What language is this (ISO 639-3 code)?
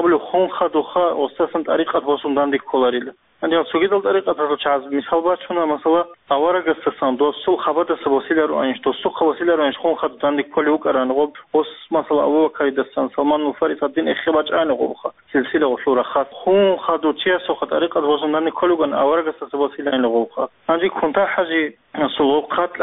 ava